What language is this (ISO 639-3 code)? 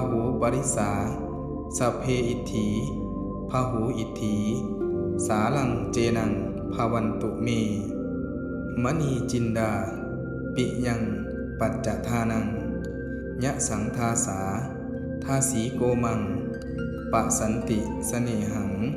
pli